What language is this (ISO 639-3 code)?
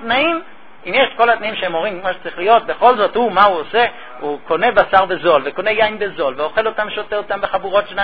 heb